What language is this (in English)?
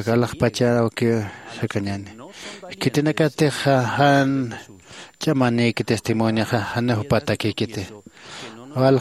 Aymara